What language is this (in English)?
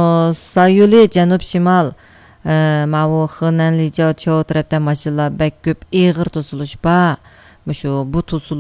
Uyghur